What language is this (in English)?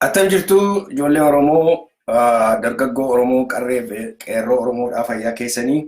Oromo